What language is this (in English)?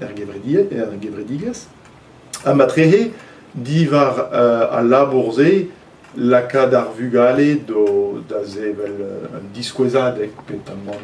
Breton